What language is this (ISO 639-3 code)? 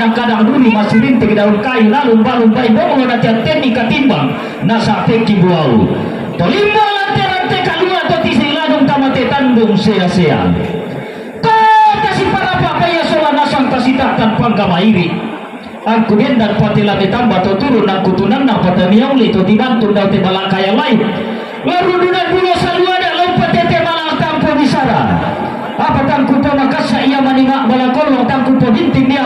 sda